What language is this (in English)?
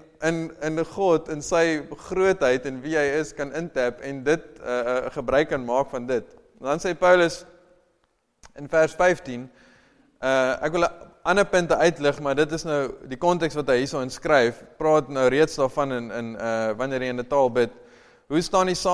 Afrikaans